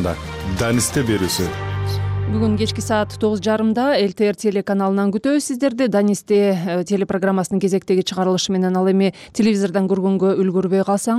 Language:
Kyrgyz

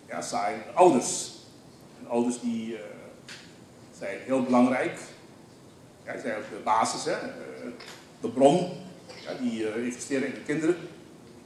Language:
Dutch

